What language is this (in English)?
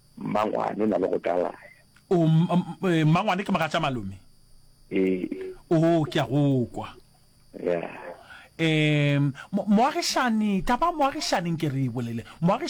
Northern Sotho